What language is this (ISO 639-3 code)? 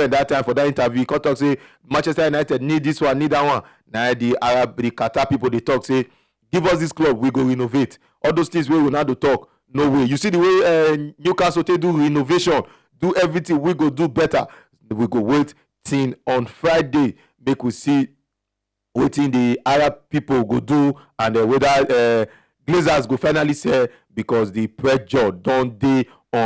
pcm